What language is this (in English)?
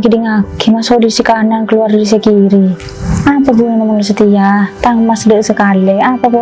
Madurese